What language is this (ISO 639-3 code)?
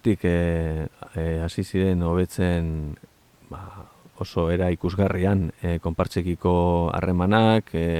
eus